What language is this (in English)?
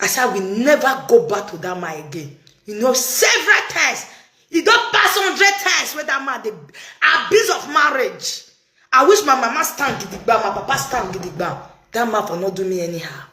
Nigerian Pidgin